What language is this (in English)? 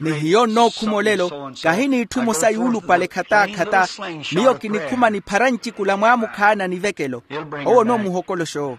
Makhuwa